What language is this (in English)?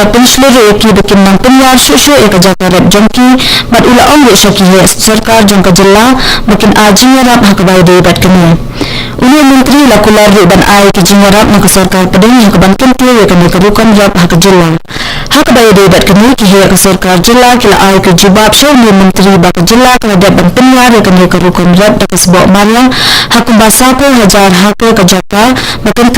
Khasi